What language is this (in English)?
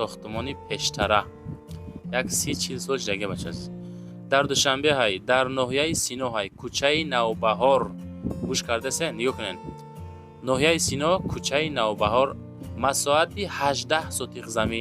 Tajik